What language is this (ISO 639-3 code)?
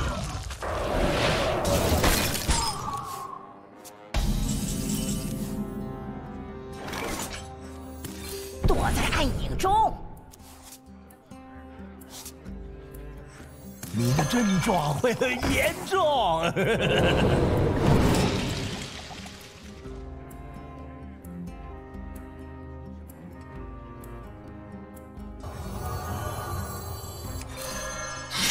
zho